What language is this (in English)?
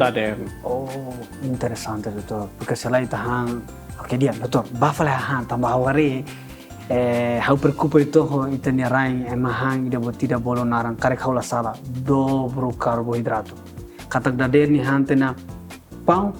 Tetum